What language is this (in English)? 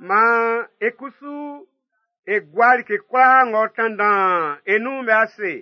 Baoulé